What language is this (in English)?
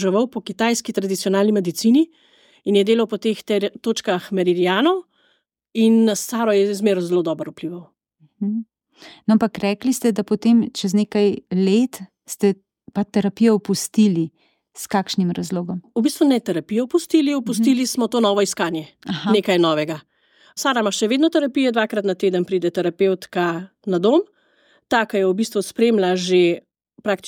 Slovenian